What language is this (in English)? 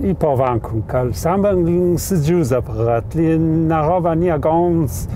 Ladin